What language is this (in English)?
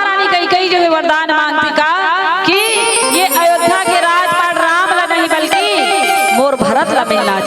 Chhattisgarhi